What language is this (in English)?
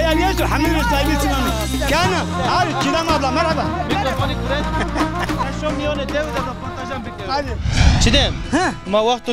Zaza